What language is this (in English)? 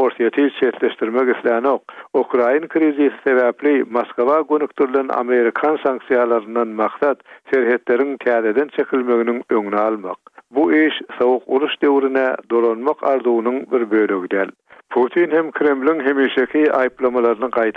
Turkmen